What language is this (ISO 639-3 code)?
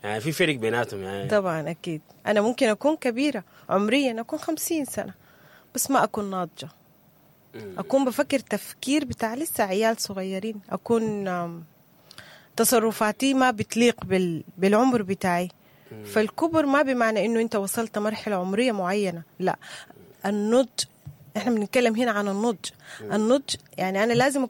apd